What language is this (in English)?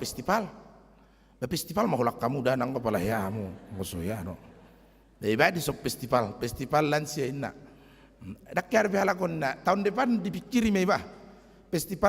Batak Toba